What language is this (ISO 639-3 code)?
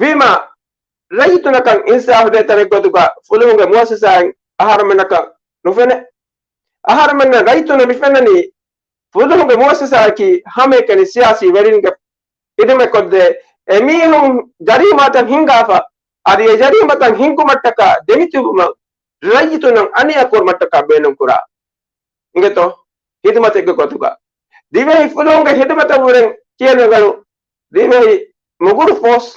div